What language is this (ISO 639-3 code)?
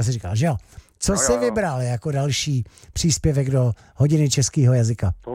ces